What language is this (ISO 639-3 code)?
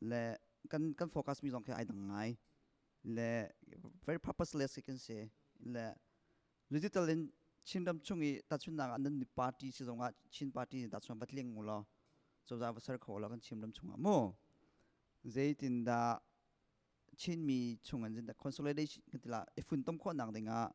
cnh